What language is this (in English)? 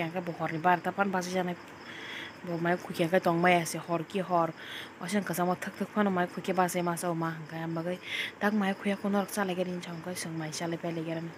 Kok Borok